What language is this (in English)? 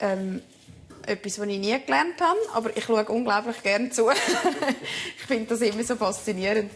Swiss German